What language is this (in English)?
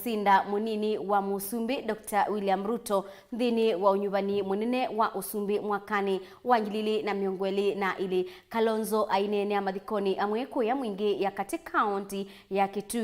Kamba